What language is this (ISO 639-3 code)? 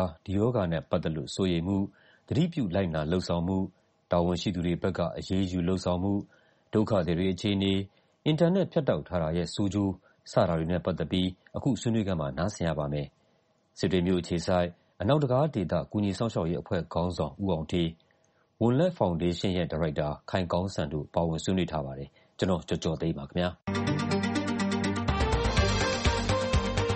mya